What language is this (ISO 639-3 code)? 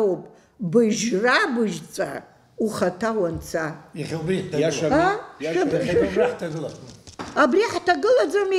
abk